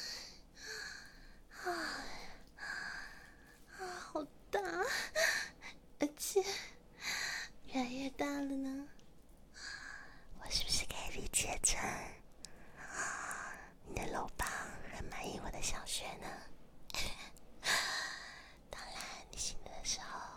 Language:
Chinese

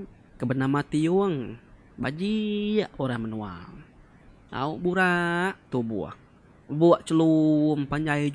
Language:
Iban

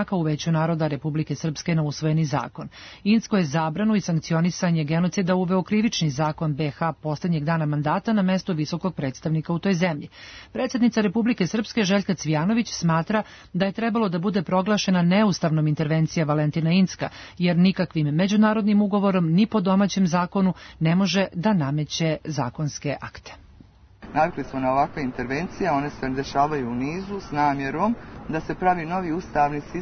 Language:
Serbian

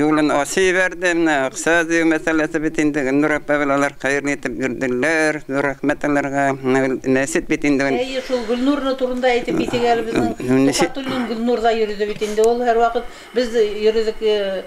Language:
Bashkir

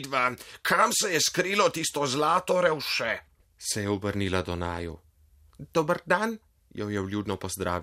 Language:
Slovenian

